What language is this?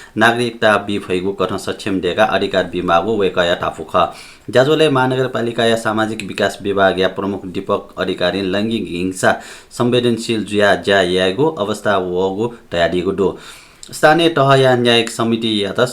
Newari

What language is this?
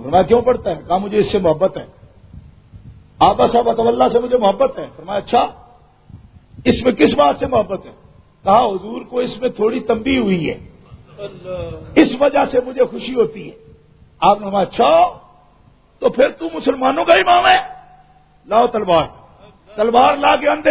Urdu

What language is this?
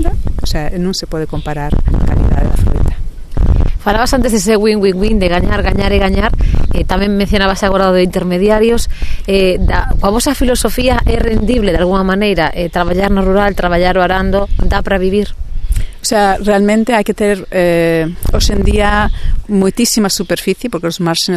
Galician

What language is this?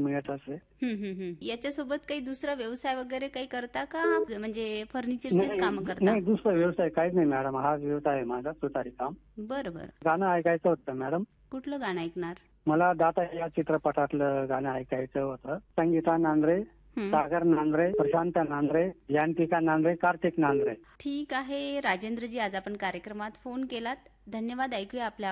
Marathi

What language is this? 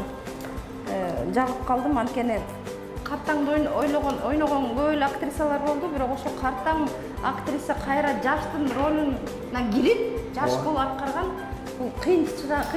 Kyrgyz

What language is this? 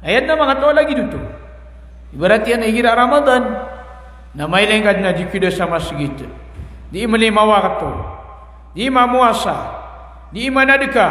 Maranao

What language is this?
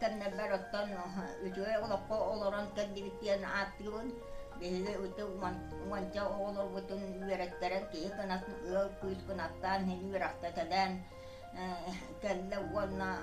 Yakut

